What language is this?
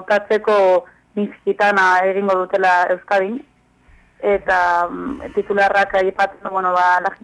Basque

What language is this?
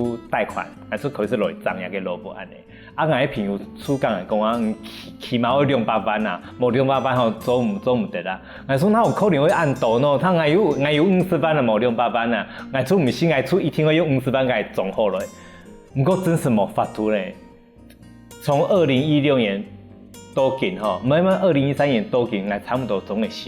Hakka Chinese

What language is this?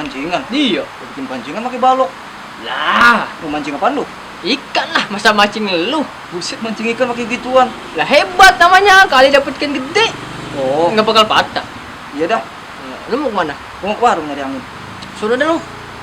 Betawi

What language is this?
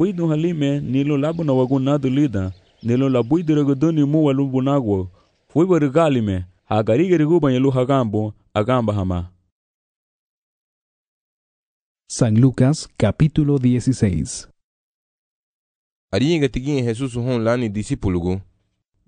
Garifuna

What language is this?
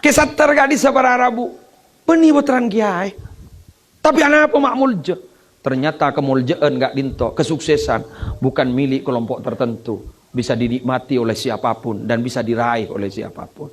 Madurese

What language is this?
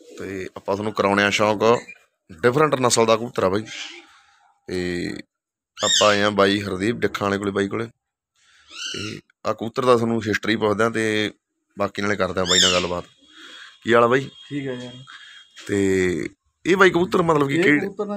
Punjabi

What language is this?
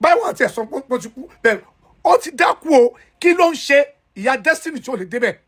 Yoruba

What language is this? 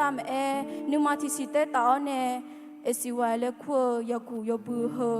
Akha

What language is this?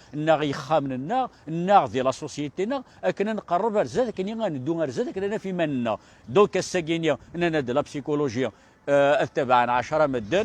Kabyle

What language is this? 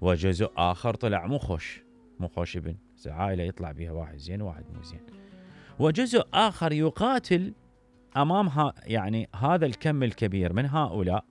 Mesopotamian Arabic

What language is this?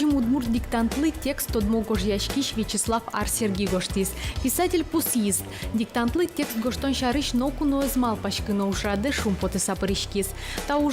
Udmurt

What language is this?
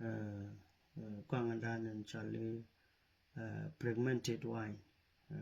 Nuer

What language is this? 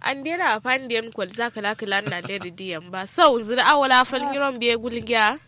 Kanuri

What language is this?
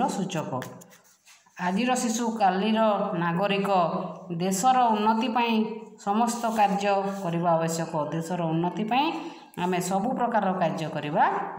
Odia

